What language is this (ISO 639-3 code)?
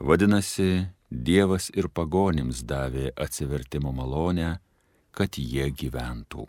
lit